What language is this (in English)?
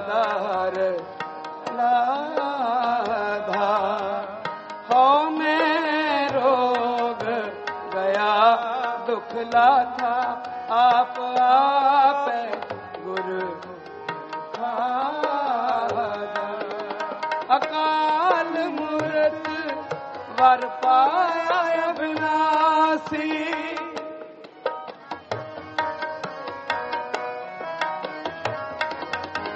Punjabi